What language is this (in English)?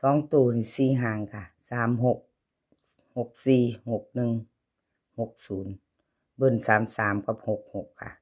Northeastern Thai